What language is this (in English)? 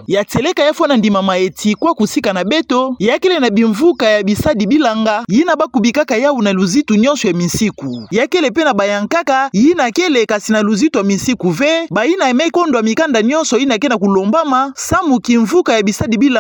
Kituba (Democratic Republic of Congo)